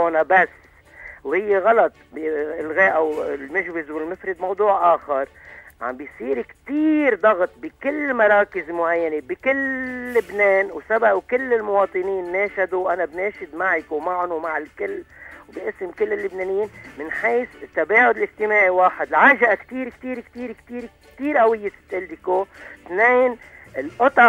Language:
North Levantine Arabic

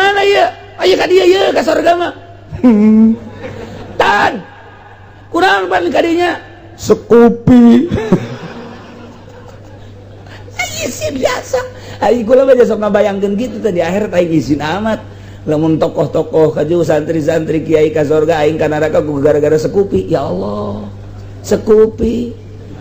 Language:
Sundanese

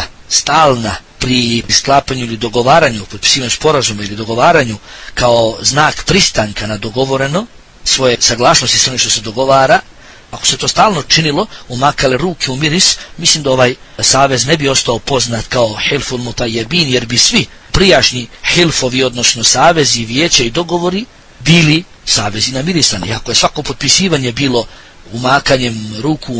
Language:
Bosnian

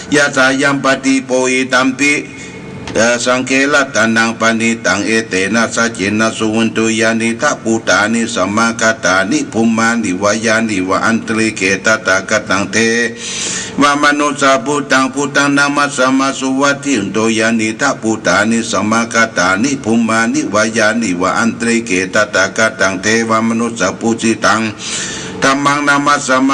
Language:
Pali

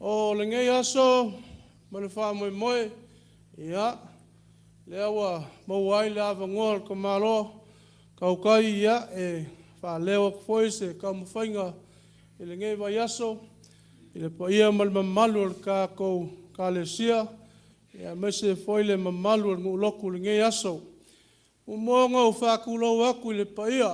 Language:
Samoan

